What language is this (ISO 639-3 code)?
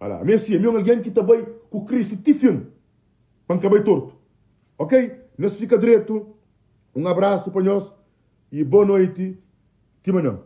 kea